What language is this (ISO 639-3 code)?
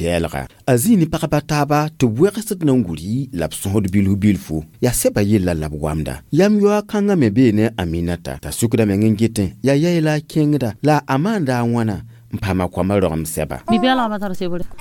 mos